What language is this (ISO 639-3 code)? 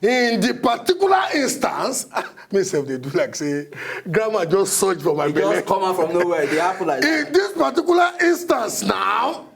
pcm